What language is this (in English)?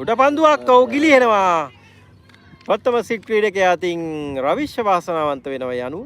Sinhala